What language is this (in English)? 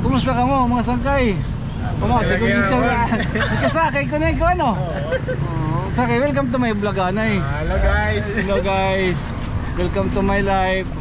Waray